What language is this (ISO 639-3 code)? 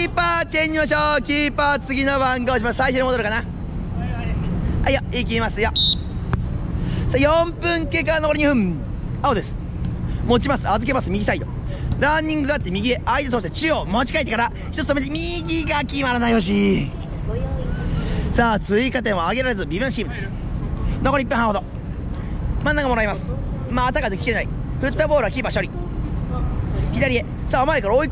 jpn